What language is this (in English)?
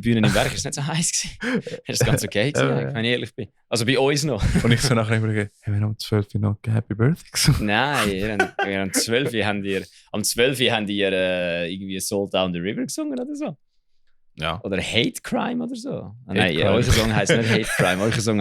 Swiss German